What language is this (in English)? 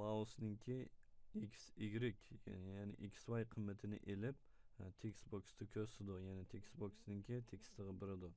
Uyghur